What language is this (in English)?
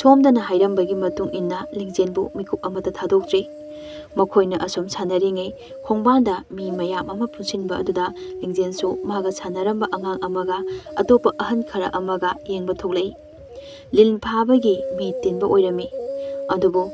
Manipuri